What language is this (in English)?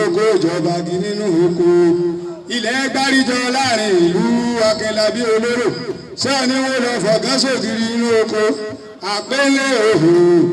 Yoruba